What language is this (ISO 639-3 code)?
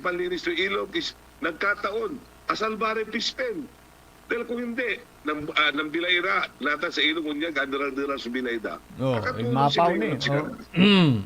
pag